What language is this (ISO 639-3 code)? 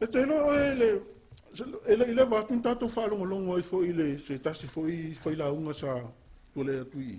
smo